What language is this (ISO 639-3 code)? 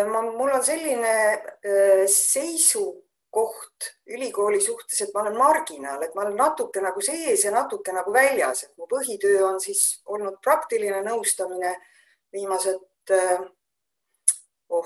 est